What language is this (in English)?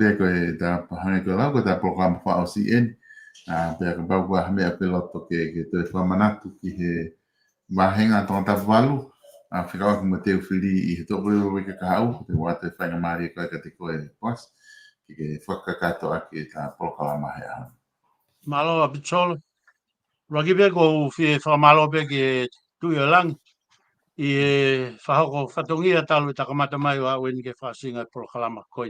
Tongan